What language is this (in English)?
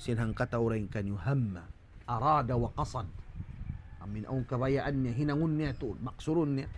Tausug